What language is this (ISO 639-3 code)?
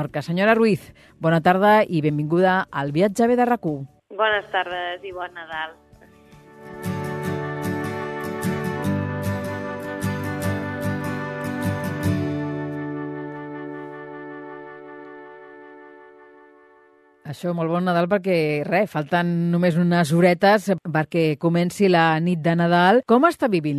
cat